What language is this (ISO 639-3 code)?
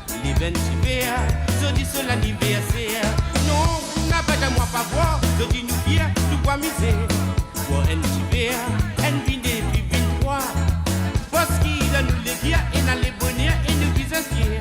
mfe